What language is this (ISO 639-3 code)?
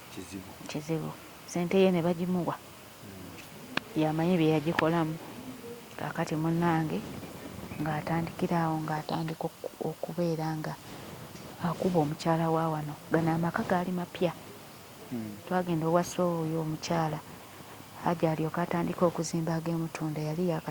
lug